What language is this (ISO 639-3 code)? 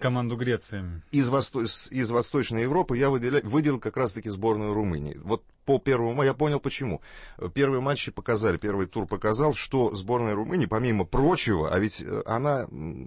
rus